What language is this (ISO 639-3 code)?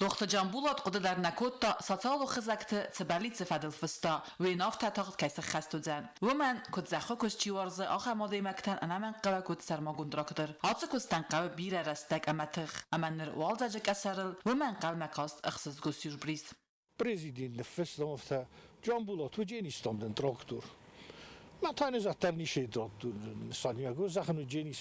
oss